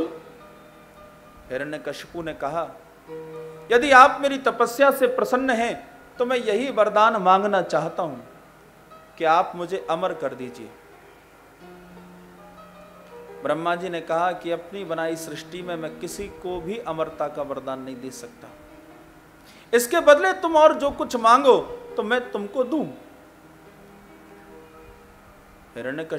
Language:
Hindi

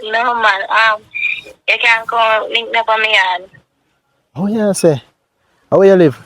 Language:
Jamaican Creole English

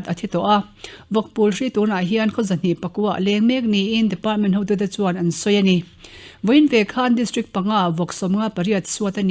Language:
Mizo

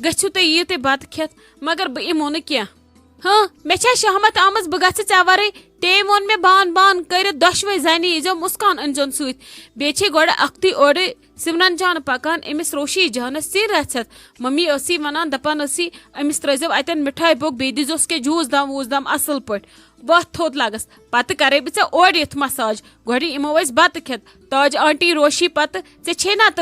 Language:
Kashmiri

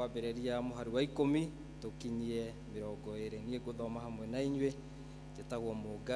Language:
Kikuyu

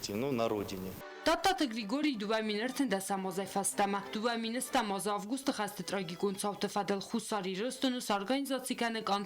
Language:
Ossetic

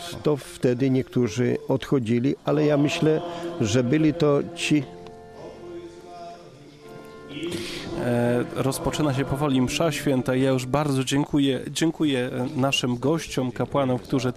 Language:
Polish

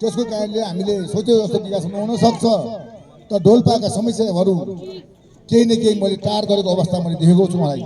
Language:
Nepali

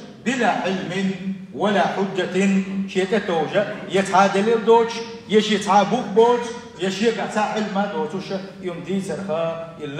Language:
Chechen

